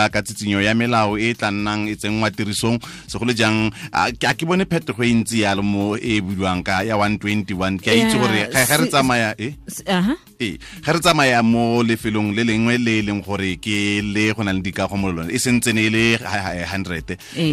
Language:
Tswana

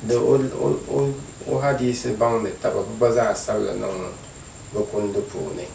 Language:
Dagbani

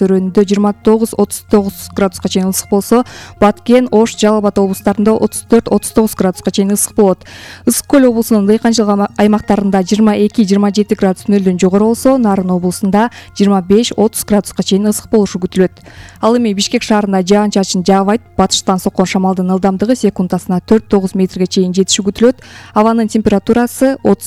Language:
Kyrgyz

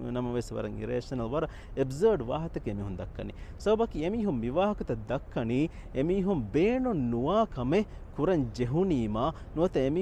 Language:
Divehi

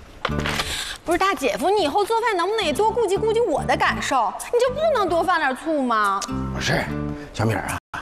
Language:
Chinese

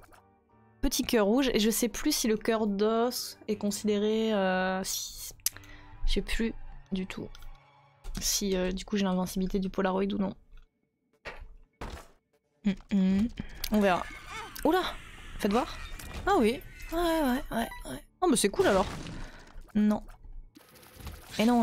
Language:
French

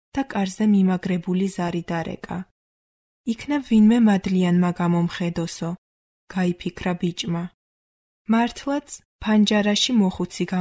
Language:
Georgian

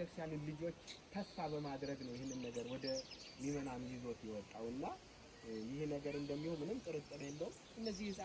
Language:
Amharic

